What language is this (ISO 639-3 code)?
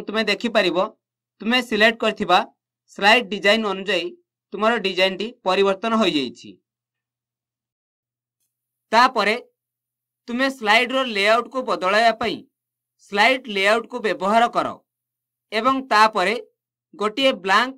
ori